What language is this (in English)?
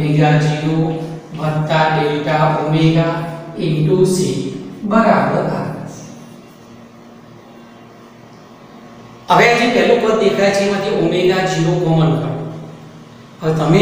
Gujarati